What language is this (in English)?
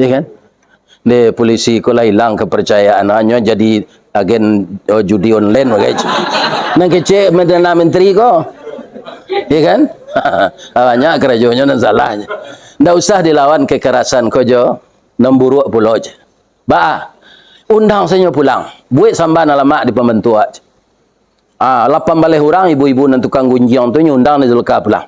Minangkabau